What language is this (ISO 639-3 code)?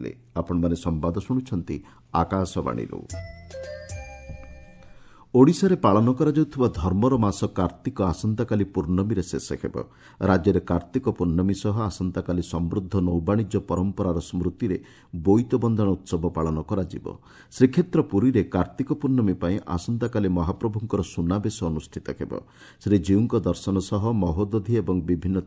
ori